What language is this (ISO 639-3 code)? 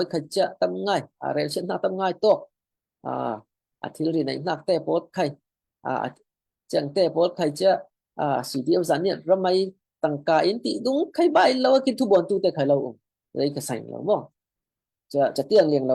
cfm